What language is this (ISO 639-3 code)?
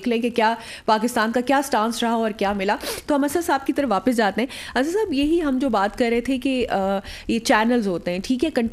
urd